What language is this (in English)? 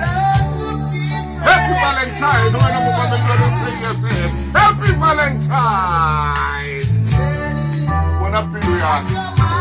Southern Sotho